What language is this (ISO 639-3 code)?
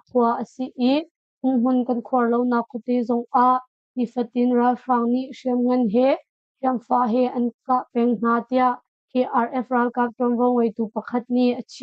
cnh